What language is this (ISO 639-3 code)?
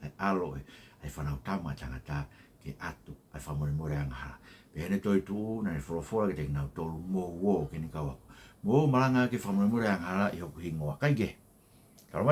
ton